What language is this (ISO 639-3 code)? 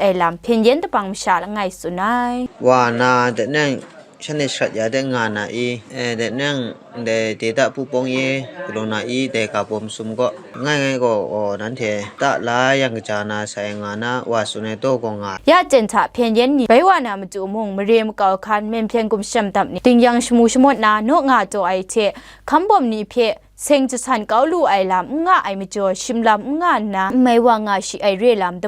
kac